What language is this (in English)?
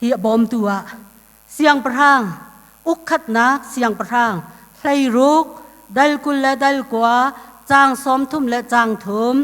Hakha Chin